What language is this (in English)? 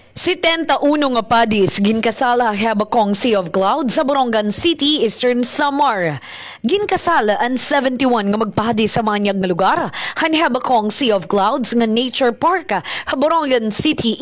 Waray